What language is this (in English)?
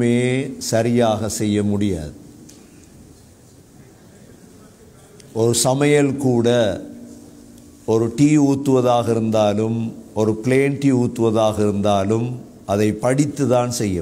Tamil